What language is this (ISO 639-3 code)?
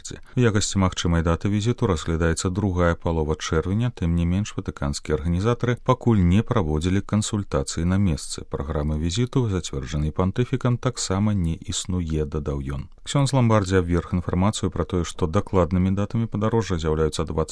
bel